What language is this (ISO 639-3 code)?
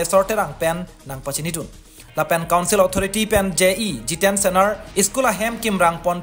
mjw